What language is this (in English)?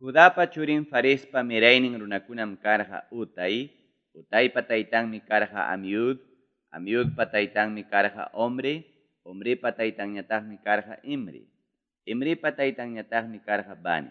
Ayacucho Quechua